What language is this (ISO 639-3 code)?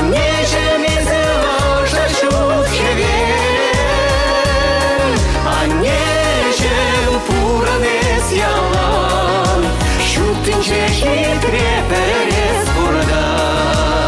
chv